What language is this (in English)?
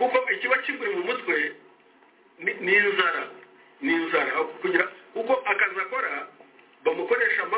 Kinyarwanda